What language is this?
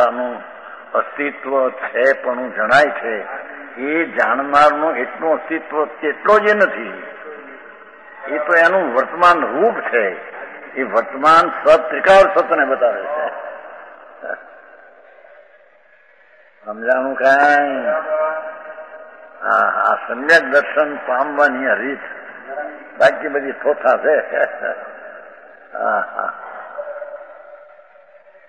Gujarati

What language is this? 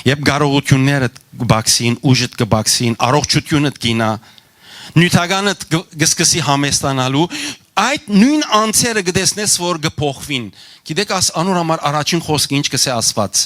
Western Armenian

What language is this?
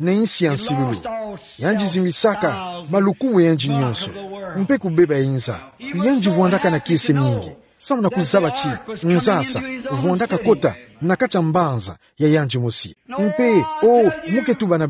Kituba (Democratic Republic of Congo)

